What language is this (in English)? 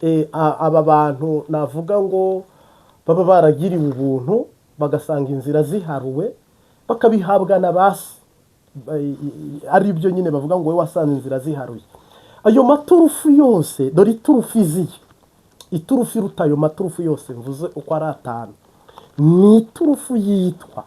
Kinyarwanda